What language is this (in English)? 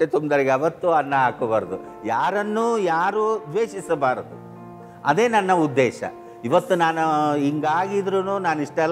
Kannada